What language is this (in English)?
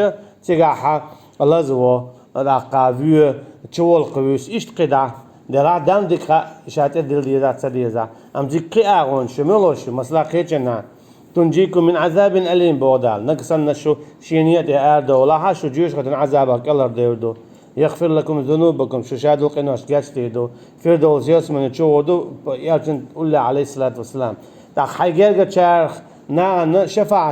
Chechen